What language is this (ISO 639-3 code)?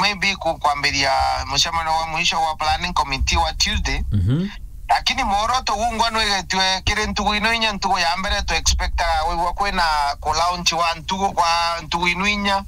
mer